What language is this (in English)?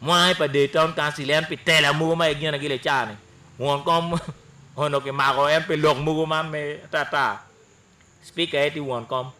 Acoli